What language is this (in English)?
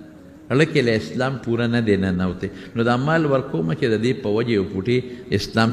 Pashto